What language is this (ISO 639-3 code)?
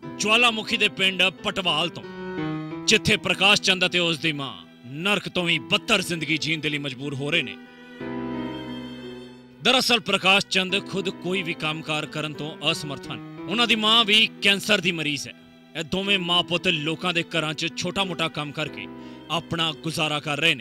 pan